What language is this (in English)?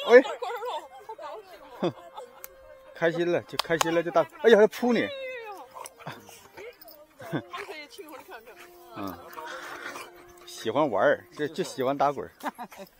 Chinese